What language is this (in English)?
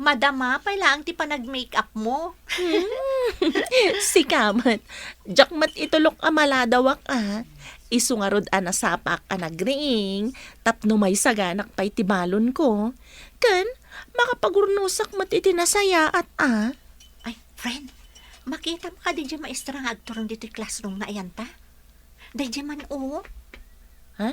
Iloko